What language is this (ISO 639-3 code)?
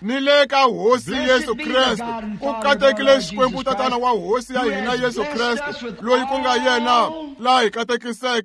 tso